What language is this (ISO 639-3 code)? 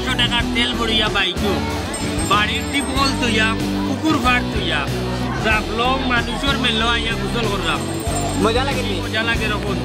syl